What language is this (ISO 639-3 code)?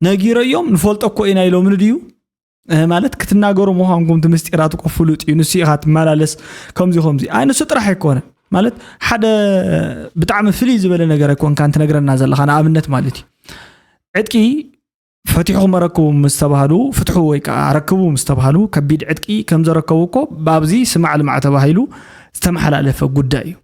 tir